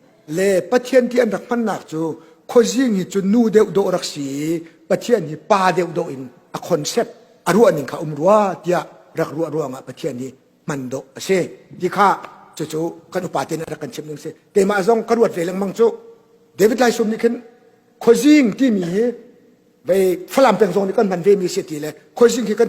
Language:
Hakha Chin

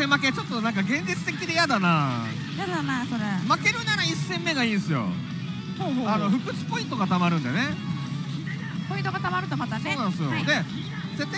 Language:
Japanese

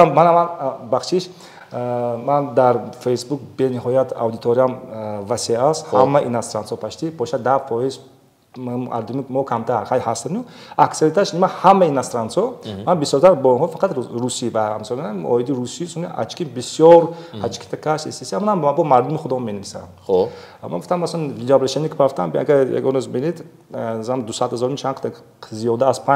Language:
Tajik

